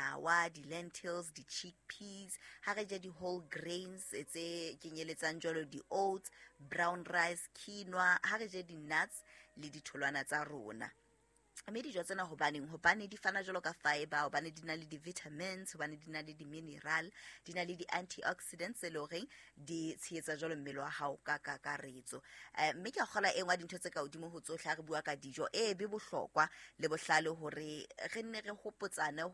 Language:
Southern Sotho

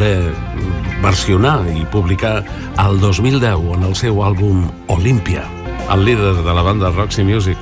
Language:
Catalan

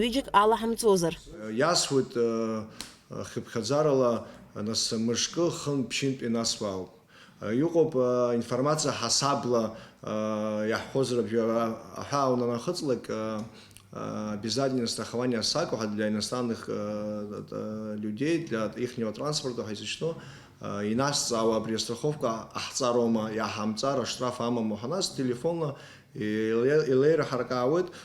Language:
Abkhazian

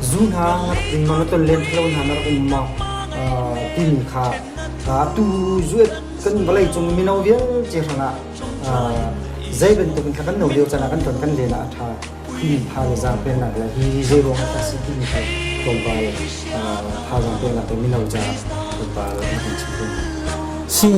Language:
Hakha Chin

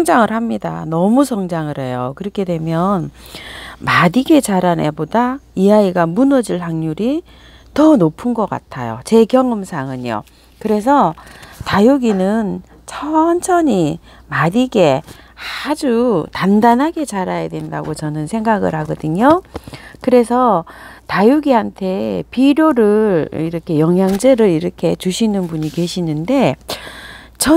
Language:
Korean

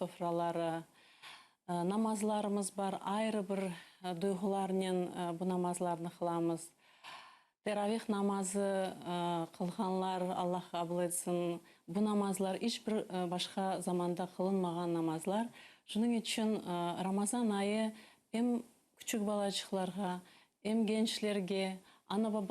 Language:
Crimean Tatar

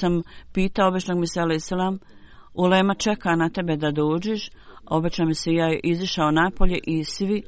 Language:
Bosnian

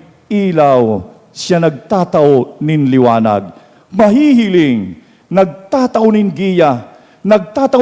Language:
Bikol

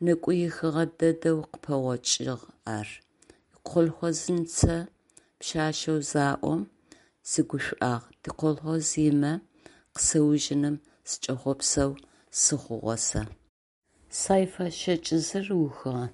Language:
Adyghe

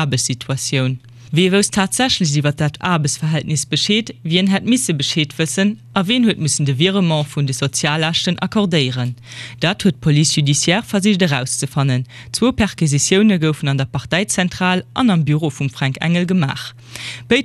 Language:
Luxembourgish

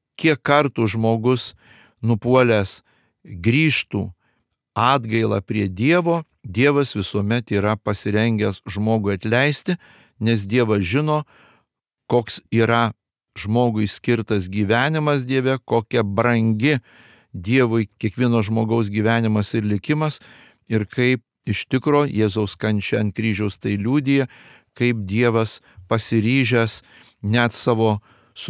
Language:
Lithuanian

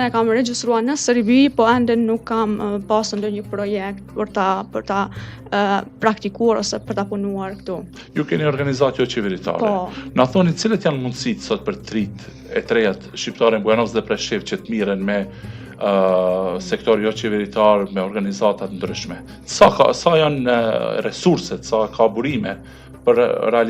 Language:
Albanian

